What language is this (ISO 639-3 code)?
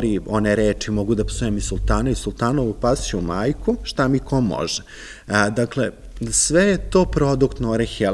srp